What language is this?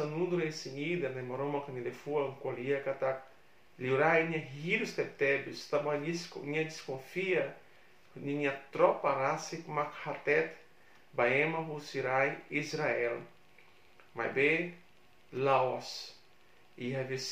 Tetum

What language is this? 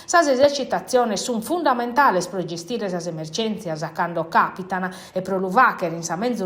Sardinian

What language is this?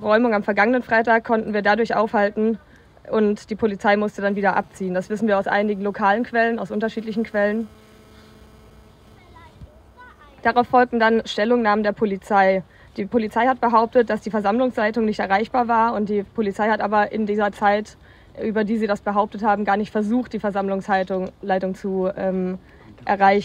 German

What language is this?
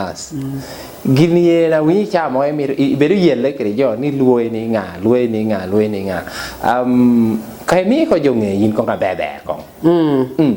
Lango (Uganda)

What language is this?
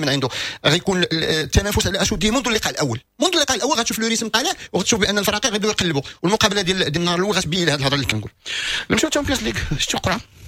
Moroccan Arabic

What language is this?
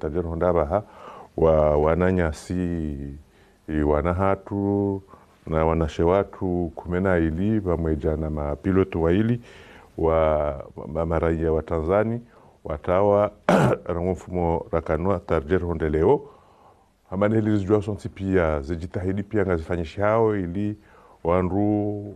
Ngazidja Comorian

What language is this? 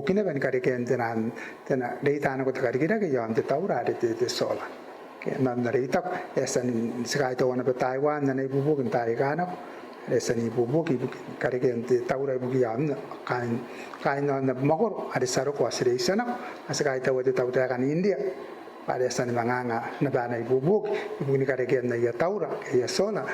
Gilbertese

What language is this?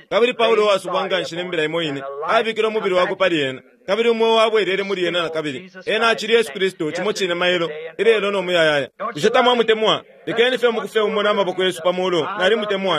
Bemba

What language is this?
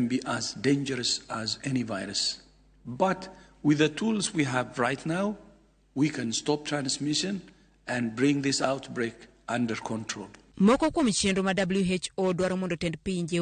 Luo (Kenya and Tanzania)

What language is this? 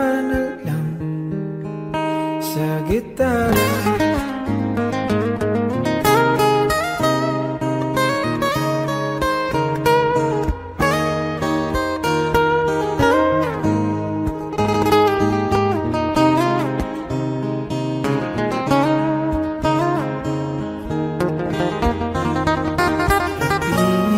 Filipino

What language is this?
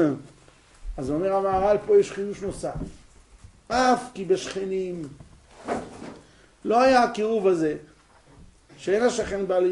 Hebrew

